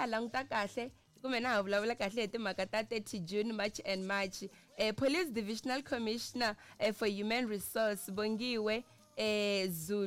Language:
Tsonga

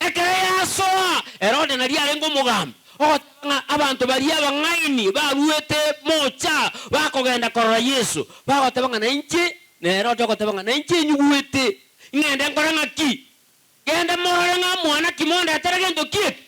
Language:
Gusii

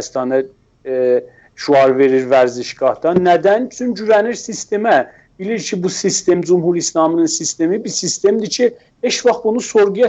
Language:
South Azerbaijani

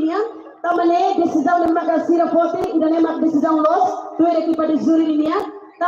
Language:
Tetum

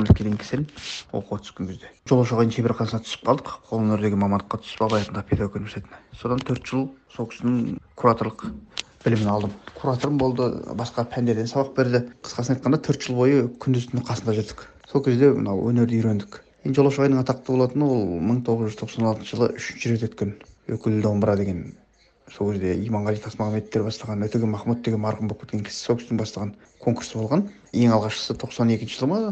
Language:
Kazakh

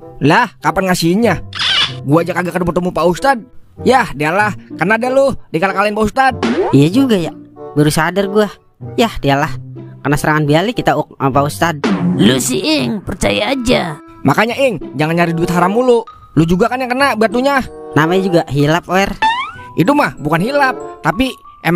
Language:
Betawi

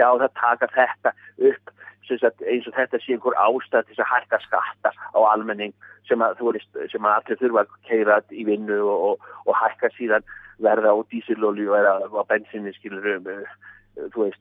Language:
Icelandic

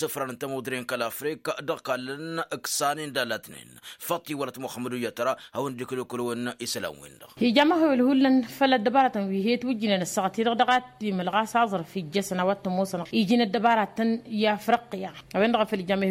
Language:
Tamasheq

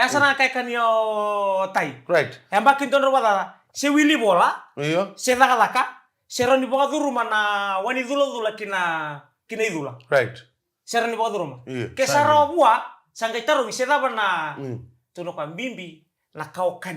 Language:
Fijian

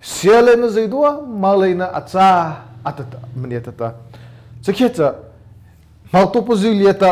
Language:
Mara Chin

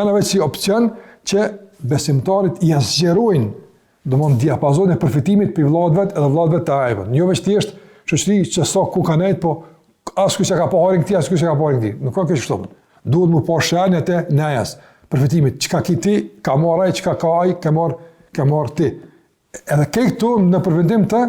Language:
Albanian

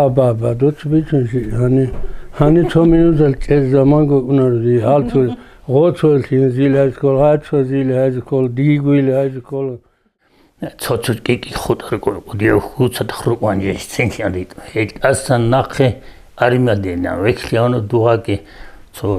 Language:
Avaric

